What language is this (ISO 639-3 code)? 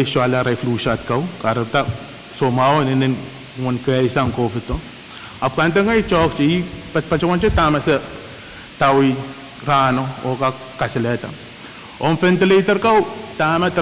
pon